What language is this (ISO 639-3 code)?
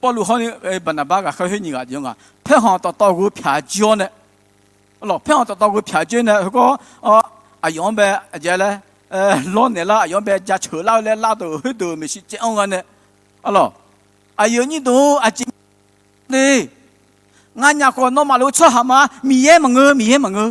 ahk